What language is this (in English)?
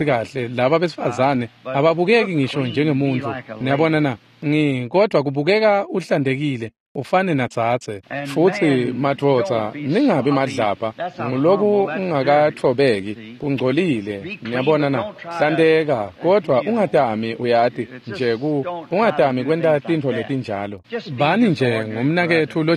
Swati